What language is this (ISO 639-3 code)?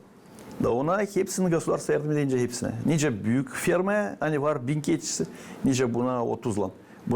gag